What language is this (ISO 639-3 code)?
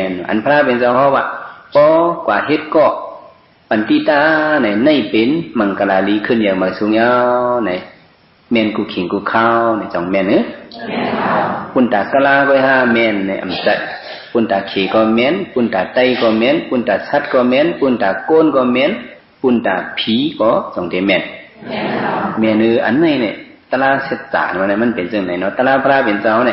shn